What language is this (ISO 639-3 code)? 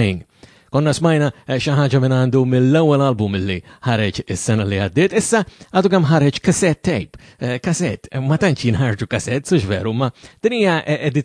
mlt